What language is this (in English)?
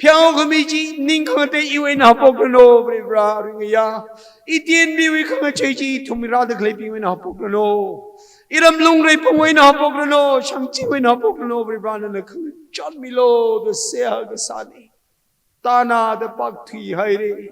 Tangkhul Naga (India)